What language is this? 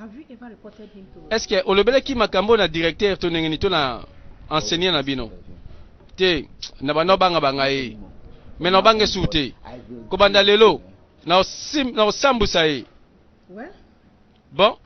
Lingala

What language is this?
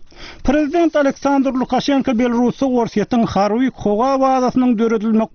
Turkmen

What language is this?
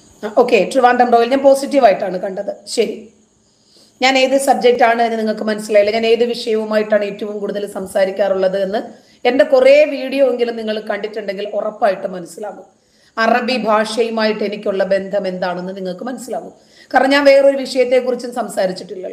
Malayalam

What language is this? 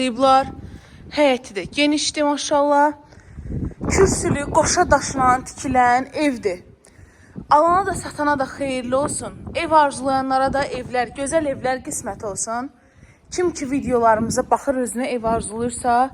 Azerbaijani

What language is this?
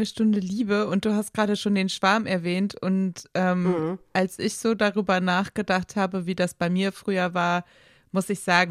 German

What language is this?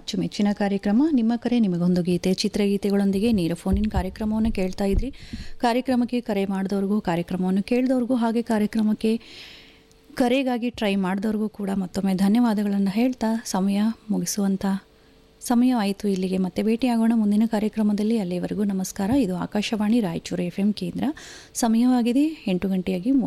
Kannada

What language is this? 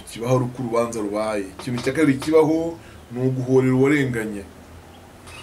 Kinyarwanda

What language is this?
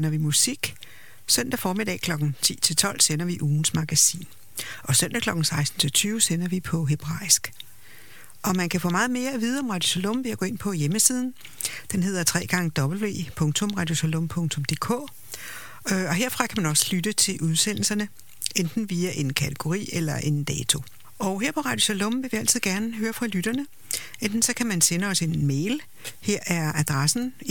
Danish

